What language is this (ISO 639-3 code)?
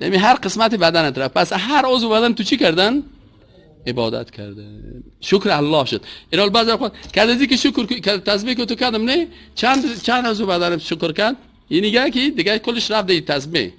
fas